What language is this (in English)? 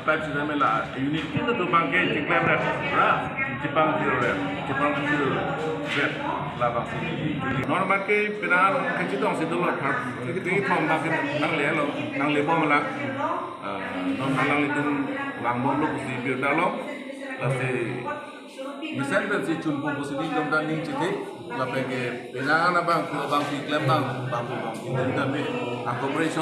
Karbi